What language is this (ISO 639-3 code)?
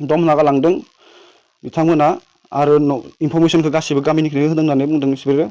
brx